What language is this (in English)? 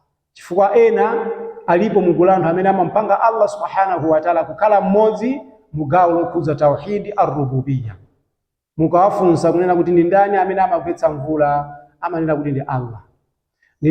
Nyanja